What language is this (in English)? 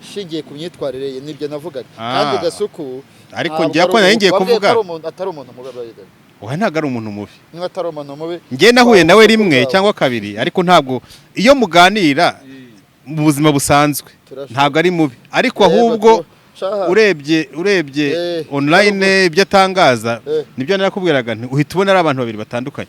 Kinyarwanda